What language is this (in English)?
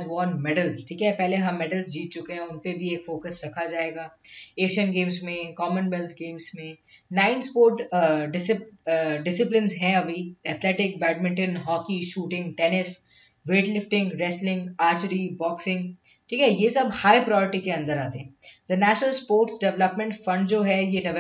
Hindi